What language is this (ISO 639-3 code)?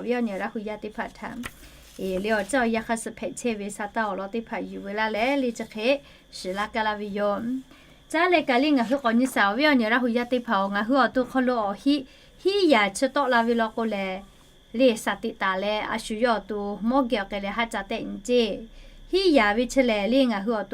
lhu